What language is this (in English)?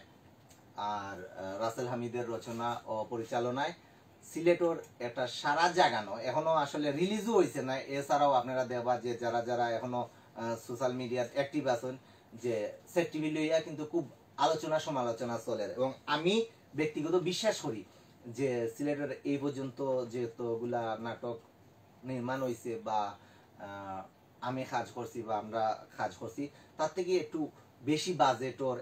Sylheti